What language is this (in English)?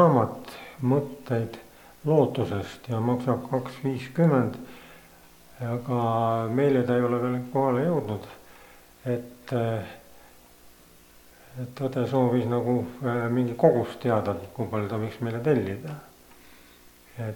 Estonian